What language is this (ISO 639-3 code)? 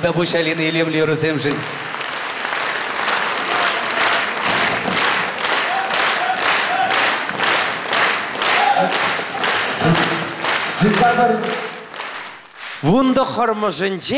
chv